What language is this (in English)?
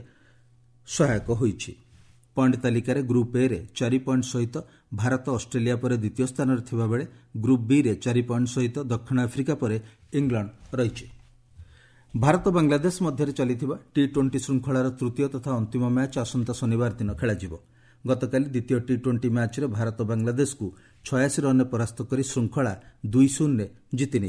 Odia